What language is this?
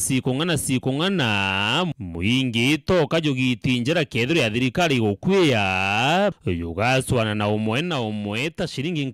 Meru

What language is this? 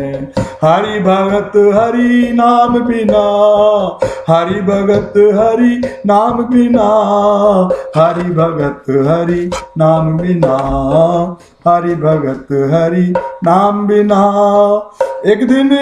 Hindi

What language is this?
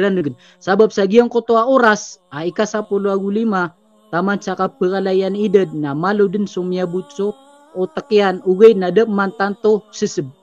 Maranao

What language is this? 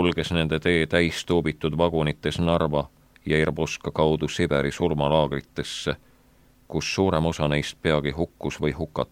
Estonian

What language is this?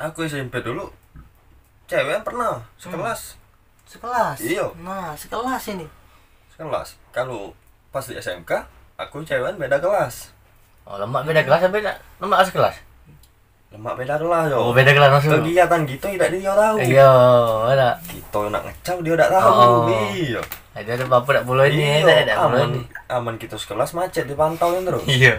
Musi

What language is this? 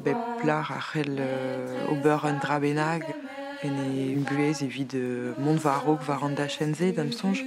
Breton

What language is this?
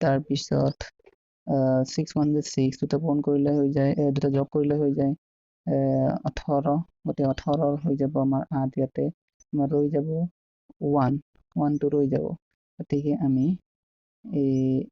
Assamese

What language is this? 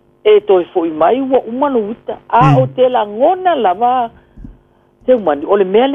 Samoan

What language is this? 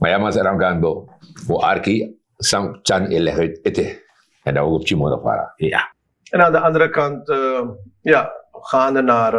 Sranan Tongo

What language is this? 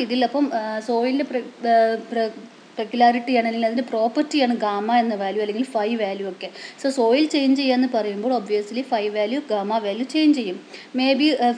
Malayalam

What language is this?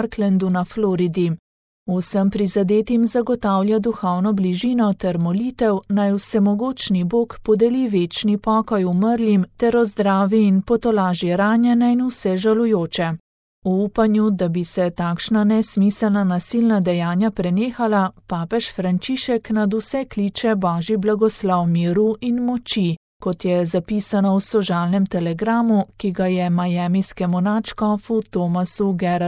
Slovenian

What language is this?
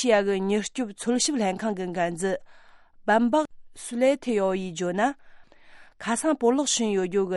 Tibetan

